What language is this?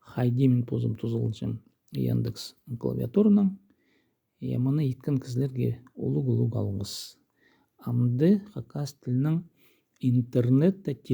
Khakas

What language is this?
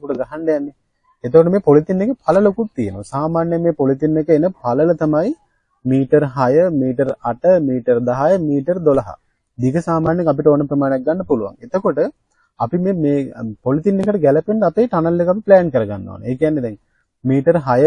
Sinhala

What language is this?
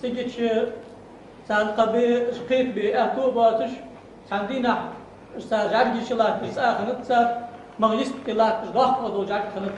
Ingush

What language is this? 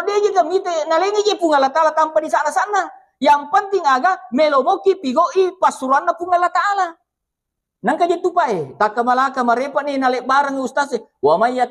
Buginese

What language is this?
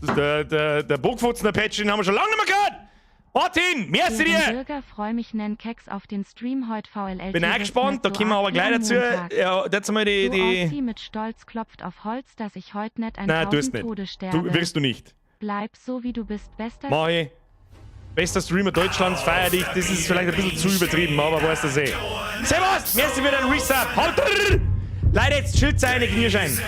Bavarian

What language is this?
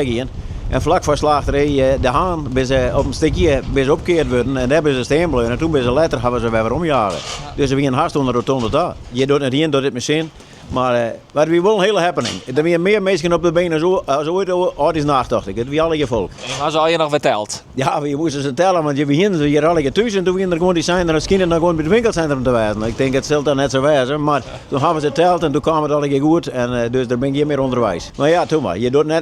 Western Frisian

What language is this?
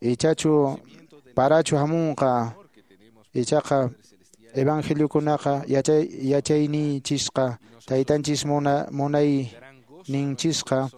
Quechua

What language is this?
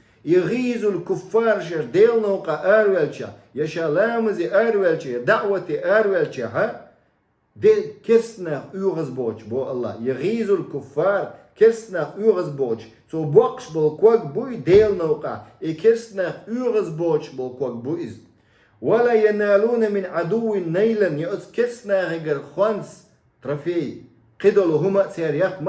Chechen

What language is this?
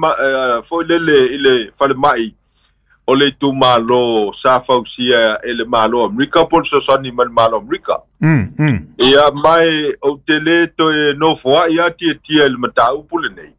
Samoan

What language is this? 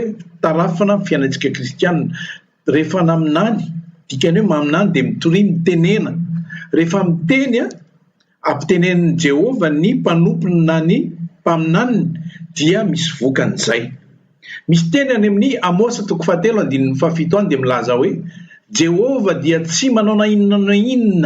Malagasy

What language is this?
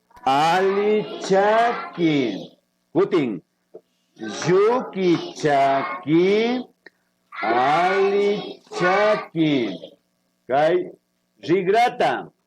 Imbabura Highland Quichua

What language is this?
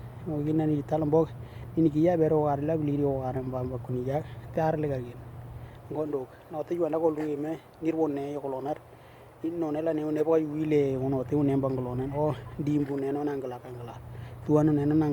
Western Dani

